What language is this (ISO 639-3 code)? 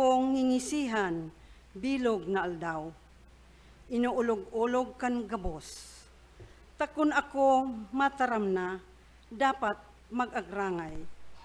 bik